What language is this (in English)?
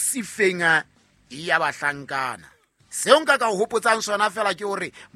Southern Sotho